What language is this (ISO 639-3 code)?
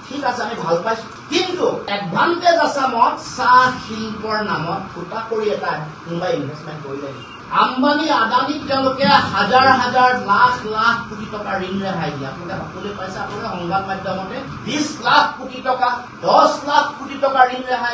asm